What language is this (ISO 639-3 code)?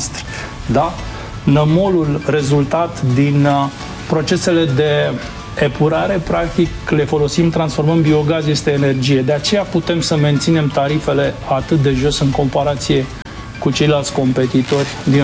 ron